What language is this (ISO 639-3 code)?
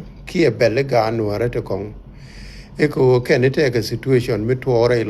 nus